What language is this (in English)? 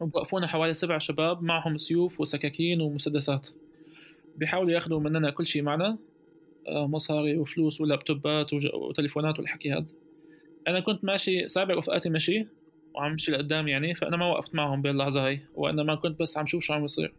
North Levantine Arabic